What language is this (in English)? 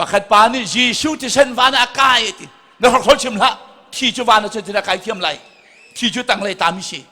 Hakha Chin